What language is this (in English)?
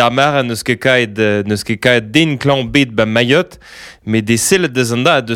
Breton